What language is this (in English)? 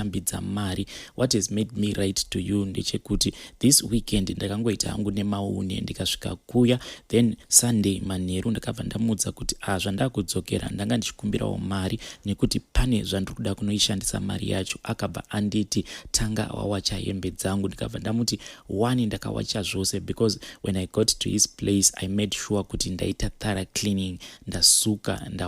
Shona